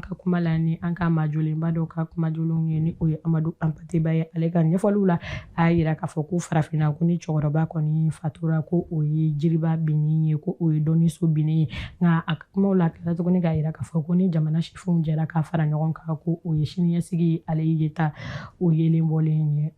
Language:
Bambara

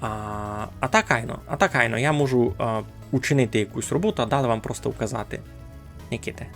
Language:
Rusyn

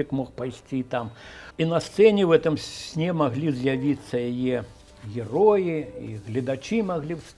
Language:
Belarusian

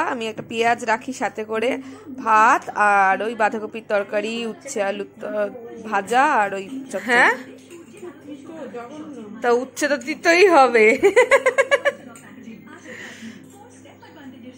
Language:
Bangla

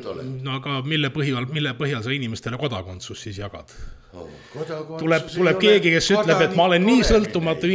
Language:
Estonian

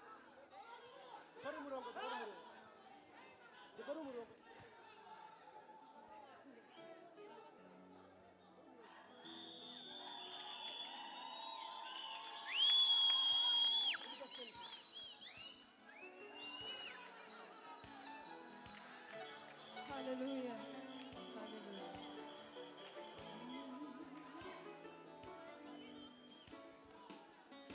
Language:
Kinyarwanda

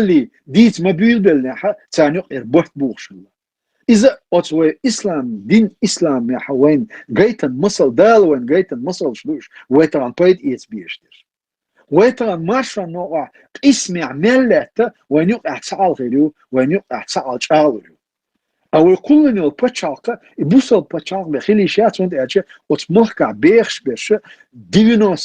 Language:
Chechen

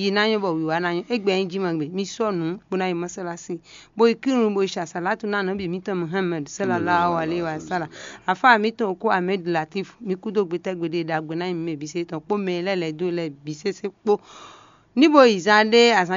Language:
Fon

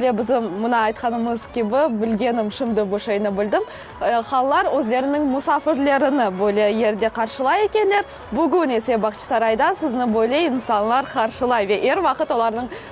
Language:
Crimean Tatar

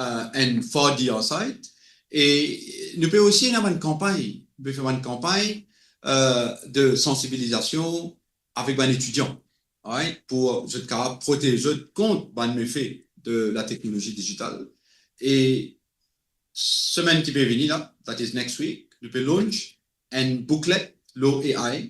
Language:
Morisyen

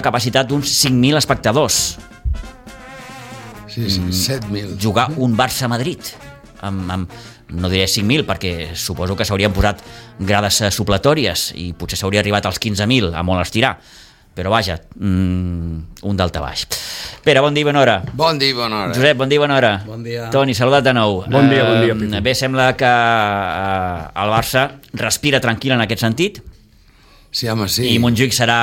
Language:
Catalan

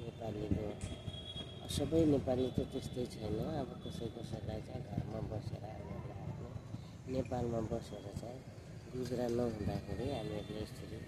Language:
Nepali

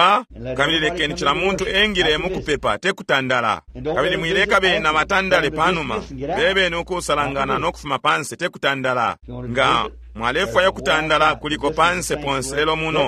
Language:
Bemba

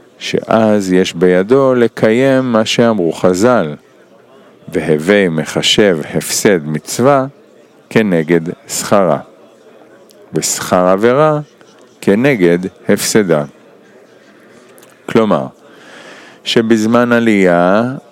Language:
Hebrew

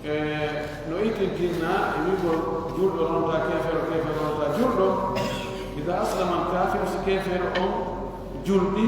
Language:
Pular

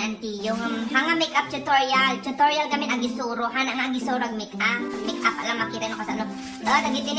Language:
Iloko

